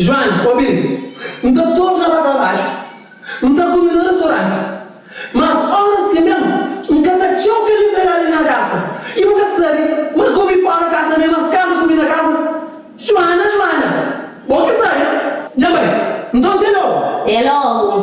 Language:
Kabuverdianu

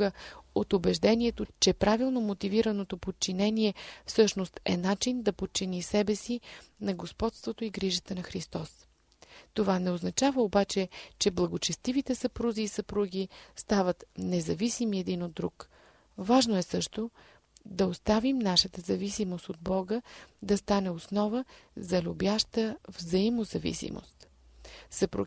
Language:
Bulgarian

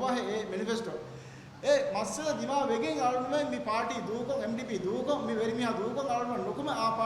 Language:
Divehi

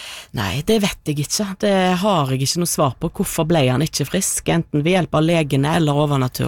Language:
Norwegian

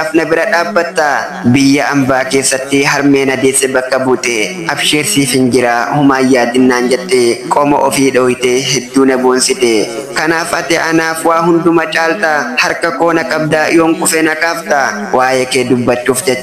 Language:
Oromo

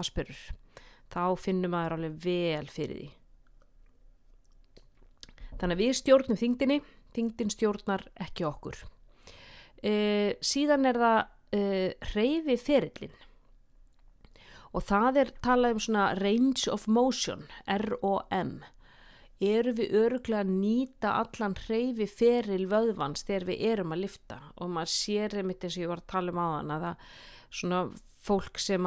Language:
Icelandic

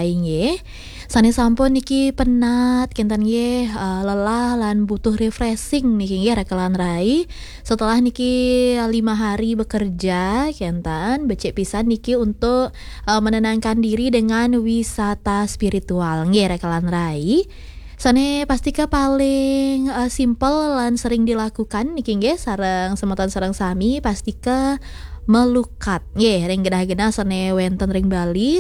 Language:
Balinese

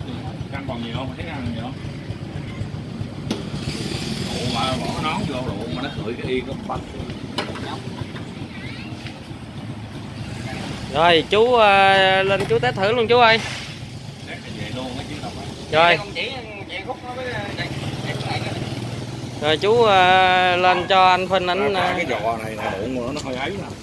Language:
Vietnamese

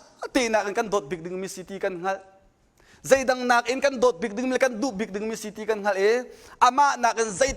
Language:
Hakha Chin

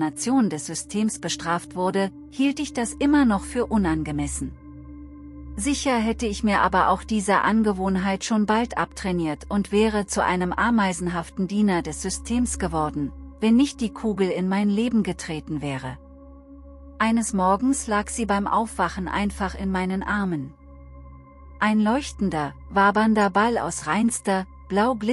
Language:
German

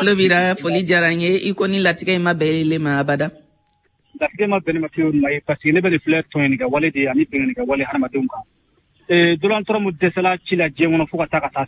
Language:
Bambara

